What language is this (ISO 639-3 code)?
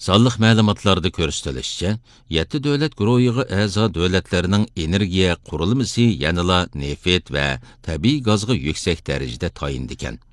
uig